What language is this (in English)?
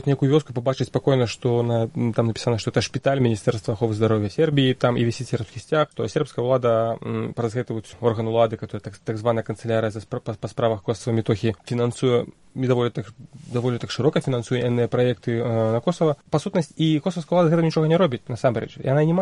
Belarusian